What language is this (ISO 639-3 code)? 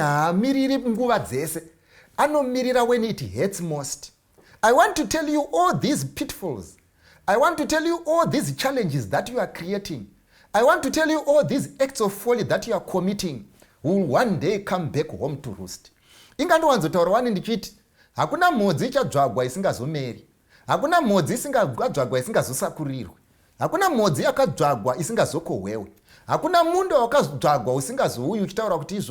sna